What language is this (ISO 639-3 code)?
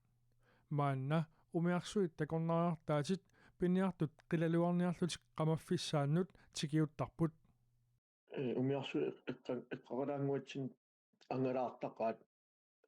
kal